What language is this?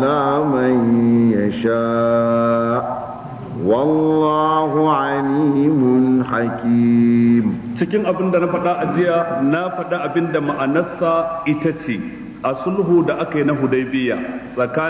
Hausa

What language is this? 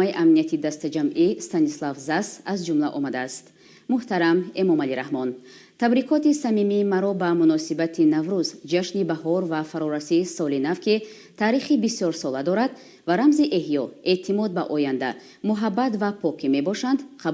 Tajik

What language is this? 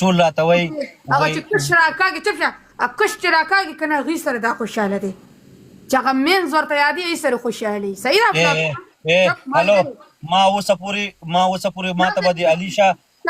Pashto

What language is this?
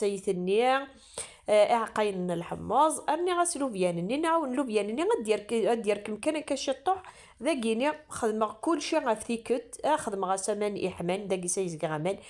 Kabyle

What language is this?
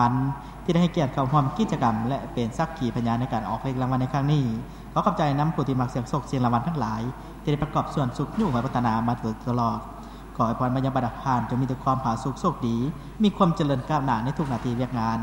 Lao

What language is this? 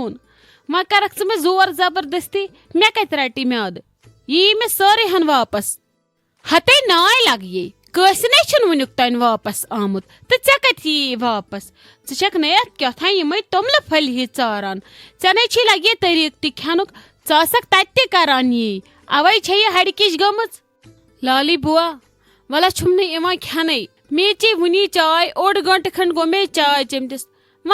Kashmiri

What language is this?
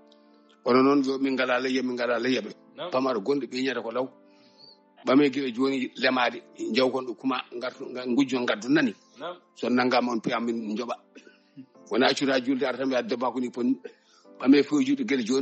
Fula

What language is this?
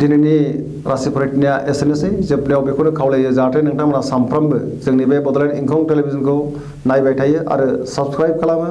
Bodo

